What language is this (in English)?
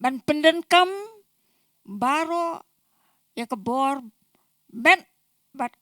Khasi